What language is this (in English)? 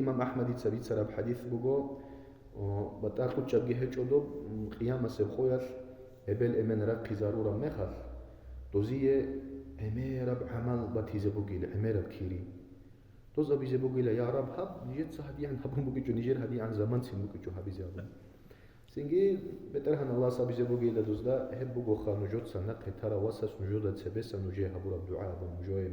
Avaric